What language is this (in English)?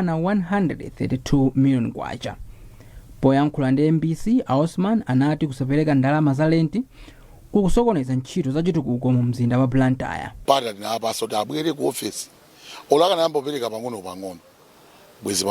Nyanja